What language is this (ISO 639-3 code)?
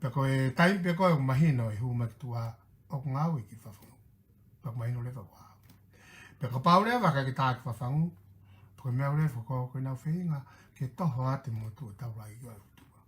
ton